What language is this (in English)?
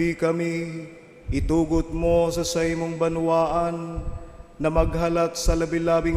Bikol